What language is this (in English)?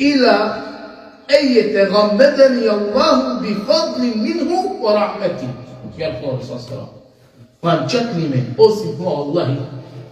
Balkan Romani